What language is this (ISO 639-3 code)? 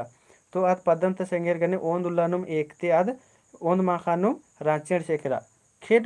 kru